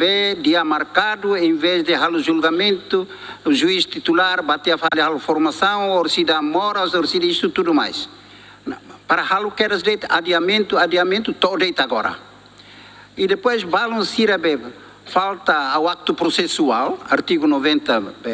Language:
Tetum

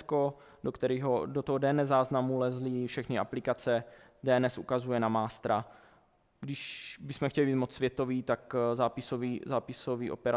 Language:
Czech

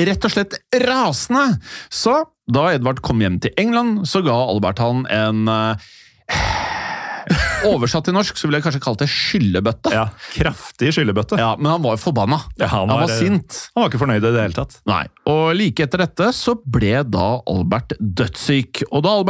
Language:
Norwegian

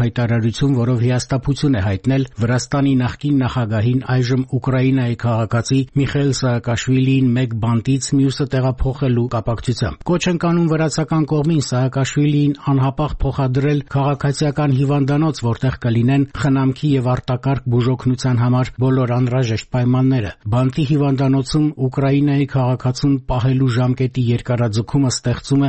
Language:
Armenian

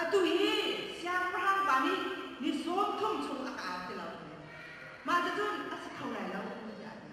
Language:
Hakha Chin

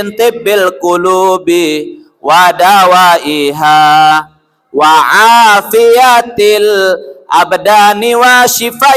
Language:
Sasak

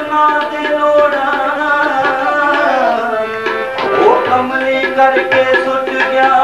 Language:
Punjabi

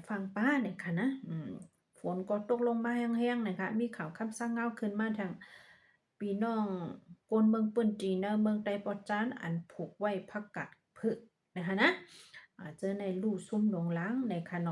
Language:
Shan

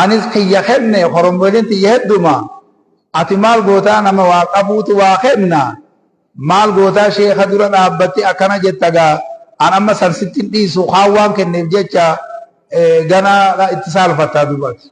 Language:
Oromo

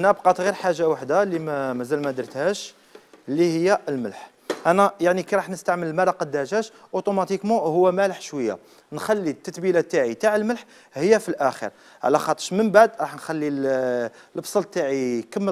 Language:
Algerian Arabic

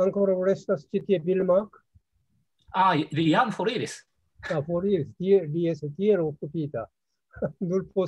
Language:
Esperanto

